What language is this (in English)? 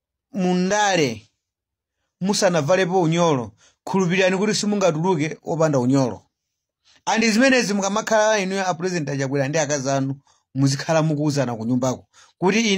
Nyanja